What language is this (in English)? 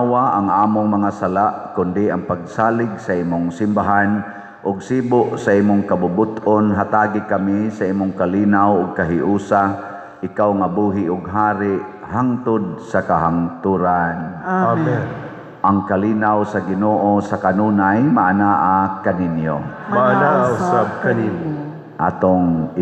Cebuano